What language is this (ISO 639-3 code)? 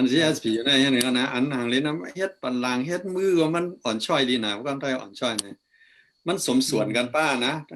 shn